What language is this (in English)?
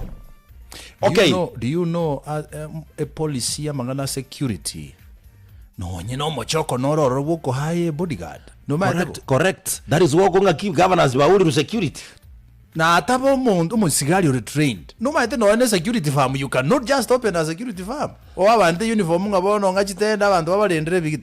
Gusii